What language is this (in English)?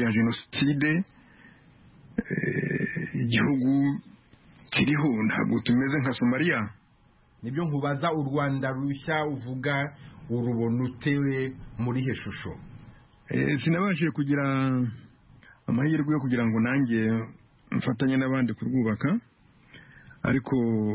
Kinyarwanda